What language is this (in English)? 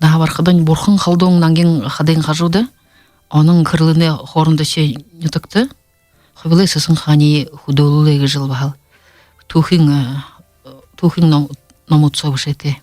Buriat